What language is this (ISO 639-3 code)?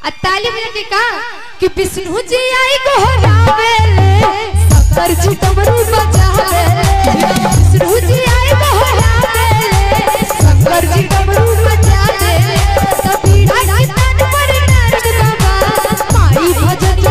bho